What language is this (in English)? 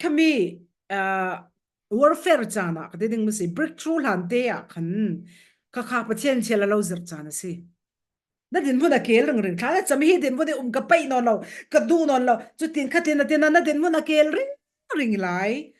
Falam Chin